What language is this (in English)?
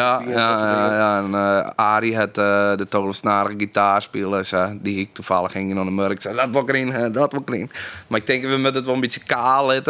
Western Frisian